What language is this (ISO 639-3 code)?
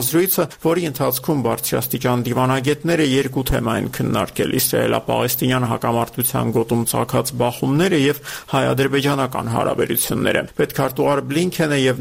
hye